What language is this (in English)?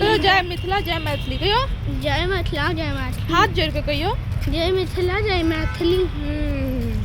Maithili